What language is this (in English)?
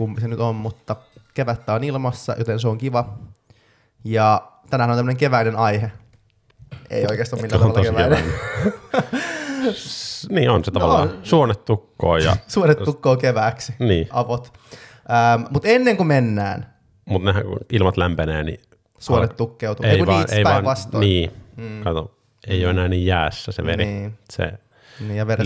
Finnish